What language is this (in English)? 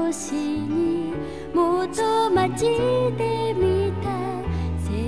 Japanese